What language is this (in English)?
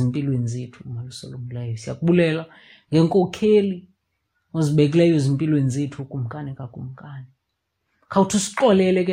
Xhosa